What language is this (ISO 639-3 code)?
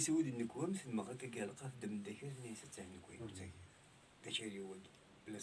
kab